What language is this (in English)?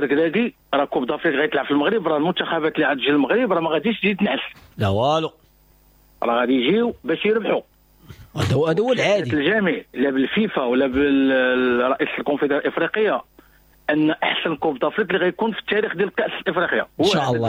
Moroccan Arabic